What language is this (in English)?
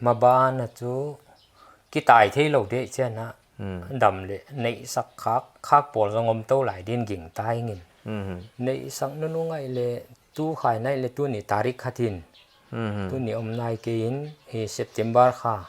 Paite Chin